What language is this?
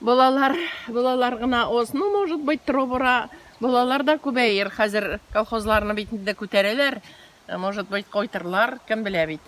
Tatar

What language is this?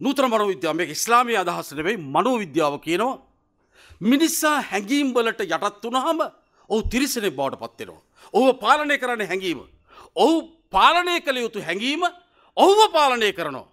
Sinhala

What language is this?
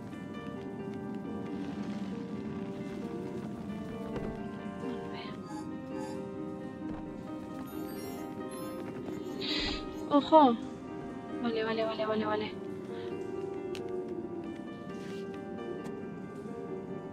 Catalan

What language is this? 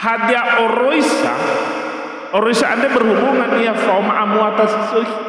Nias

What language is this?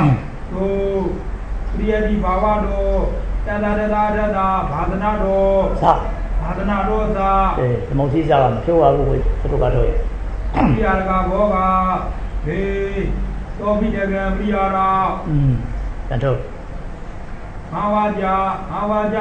Burmese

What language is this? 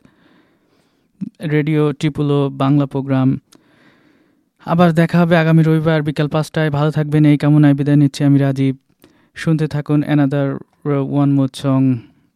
Bangla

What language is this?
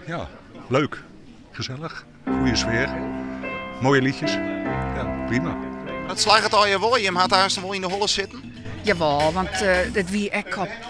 Western Frisian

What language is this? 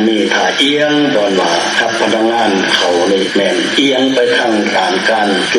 Lao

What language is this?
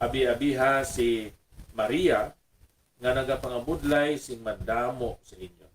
Hiligaynon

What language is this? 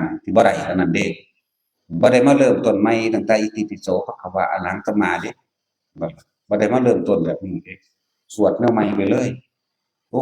Northeastern Thai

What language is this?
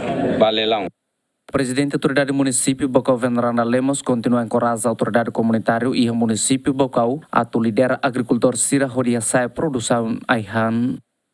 Tetum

